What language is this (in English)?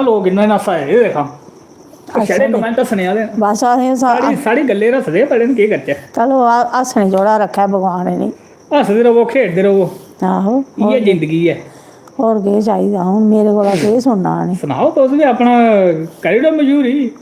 Dogri